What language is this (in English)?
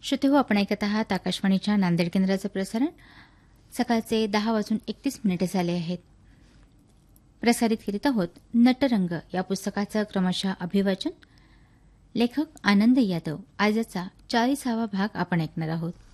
Marathi